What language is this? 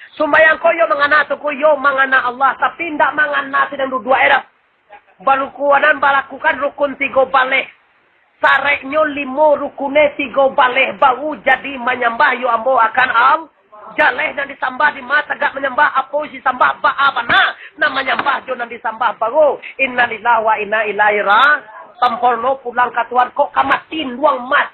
Minangkabau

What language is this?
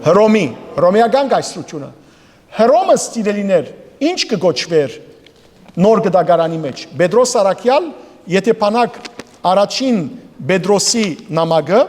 Western Armenian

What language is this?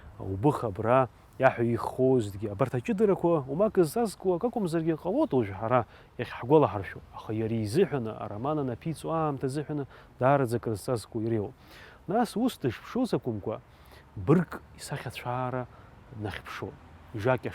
Abkhazian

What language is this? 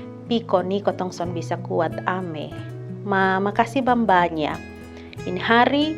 Kupang Malay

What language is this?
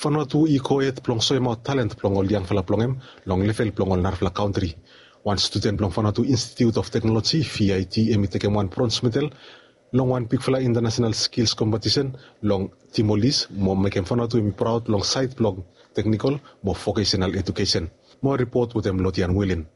Bislama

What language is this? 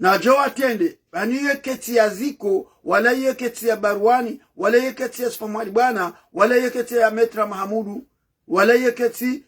Ngazidja Comorian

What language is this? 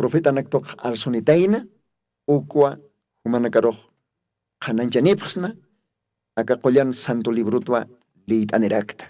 Aymara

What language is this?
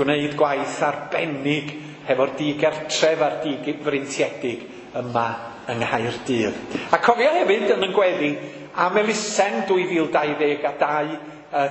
Welsh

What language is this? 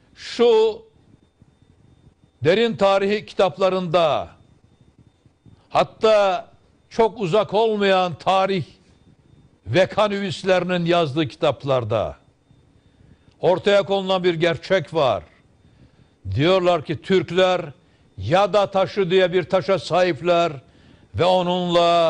Turkish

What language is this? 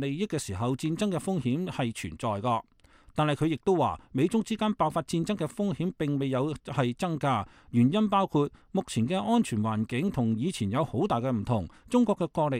Cantonese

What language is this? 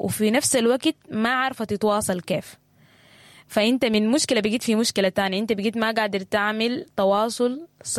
Sudanese Arabic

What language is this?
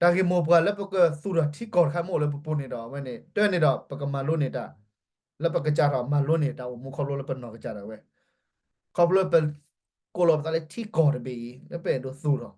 S'gaw Karen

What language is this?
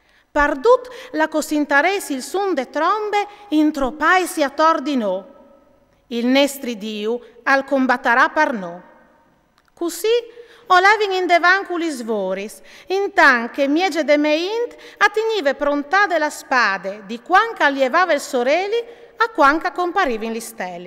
Friulian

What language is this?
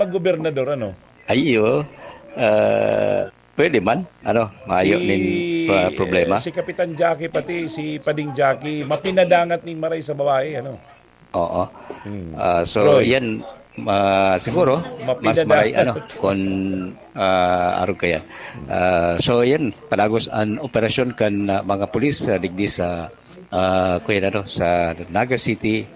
Bikol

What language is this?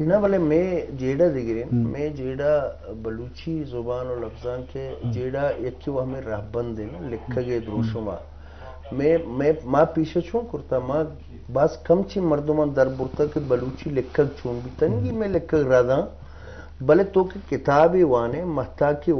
Eastern Balochi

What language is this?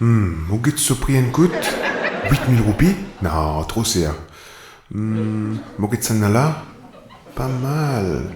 Morisyen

